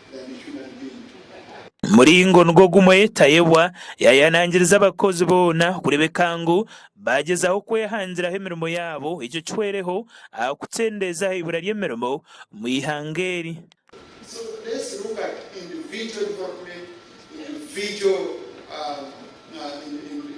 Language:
Nyankole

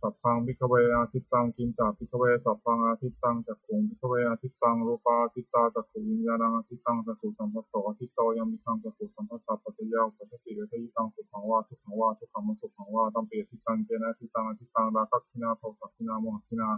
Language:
Pali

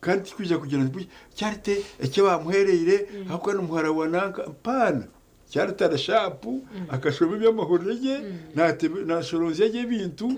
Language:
Nyankole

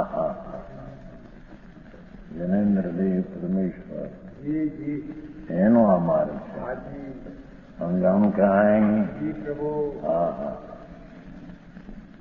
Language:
Gujarati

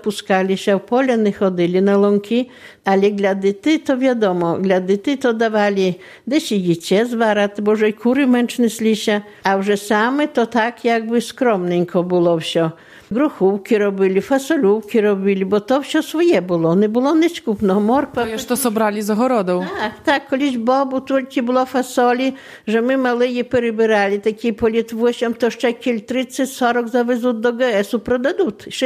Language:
Belarusian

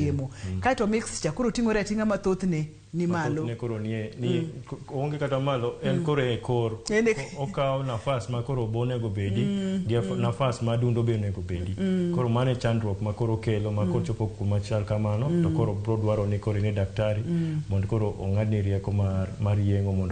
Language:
Luo (Kenya and Tanzania)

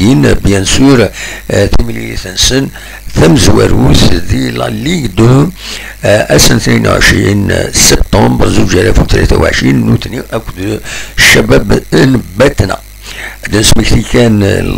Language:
Kabyle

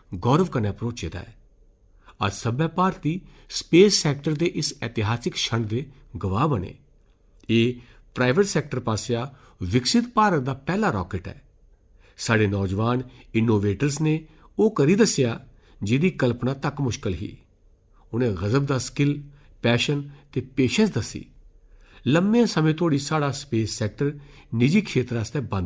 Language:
Dogri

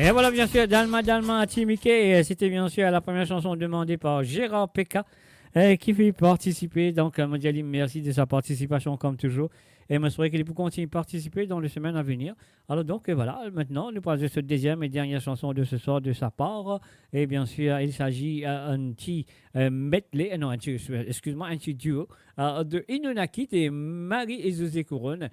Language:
Morisyen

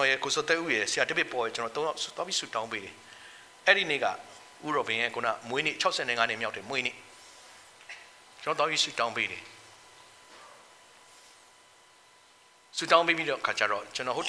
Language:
Burmese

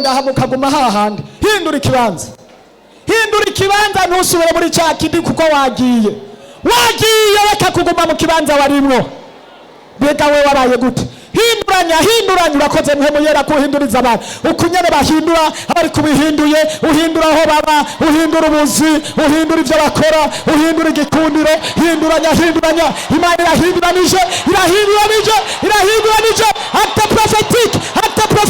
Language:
Rundi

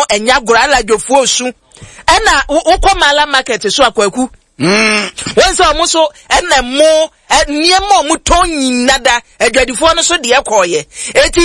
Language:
Akan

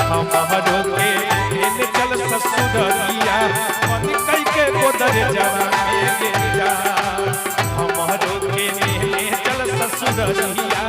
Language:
Magahi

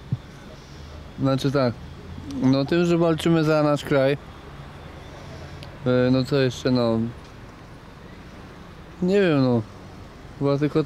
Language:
Polish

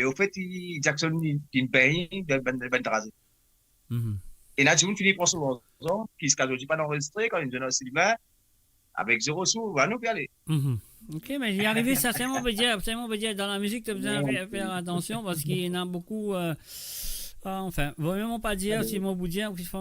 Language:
Morisyen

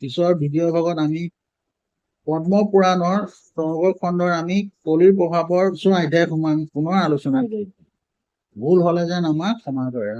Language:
Assamese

